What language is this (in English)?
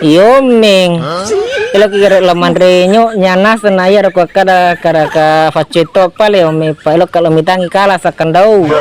Buginese